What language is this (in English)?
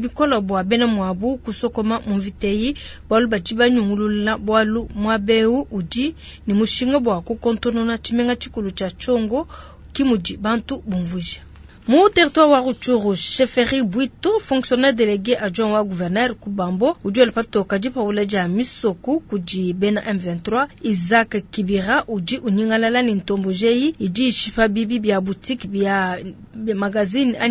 Luba-Lulua